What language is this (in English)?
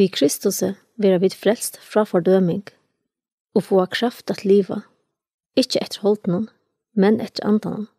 Faroese